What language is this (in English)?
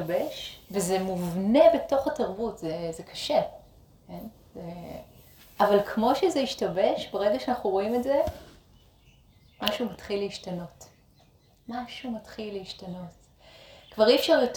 Hebrew